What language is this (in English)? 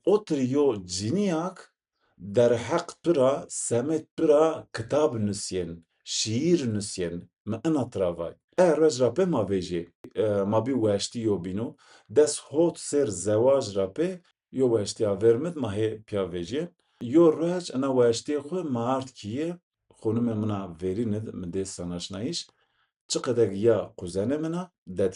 Zaza